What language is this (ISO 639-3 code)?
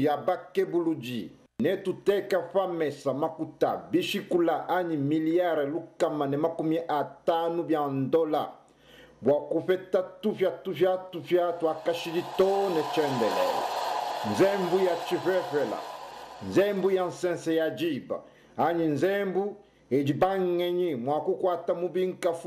lua